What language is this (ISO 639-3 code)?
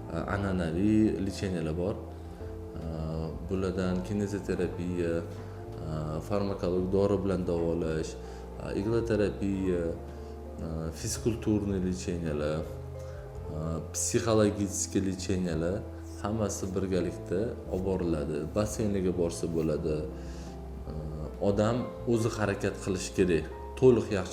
uzb